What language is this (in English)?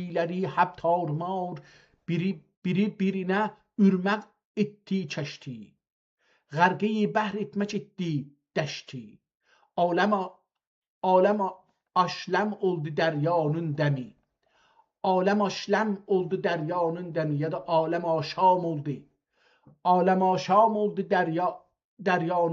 South Azerbaijani